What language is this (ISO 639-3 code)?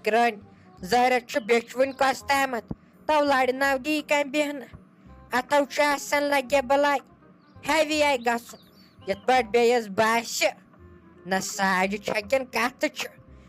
kas